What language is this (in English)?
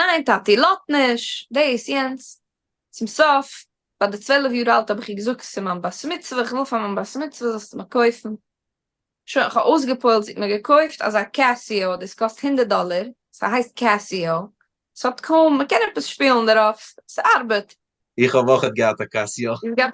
Yiddish